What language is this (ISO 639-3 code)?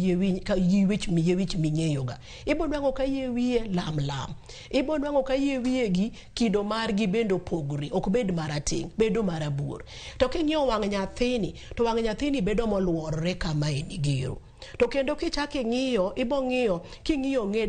luo